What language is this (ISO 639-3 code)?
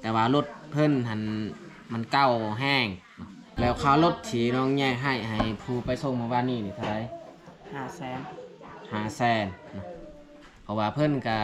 lao